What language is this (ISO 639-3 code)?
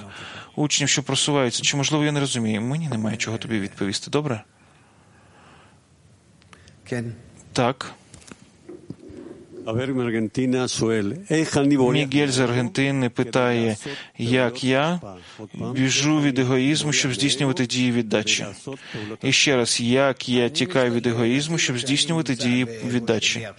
ukr